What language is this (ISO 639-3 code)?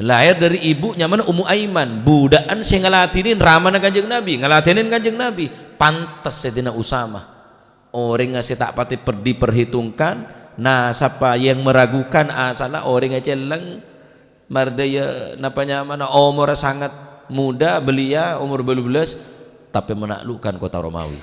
mad